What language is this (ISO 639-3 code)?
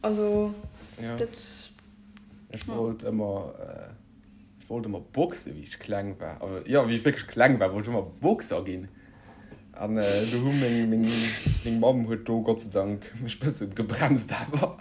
ltz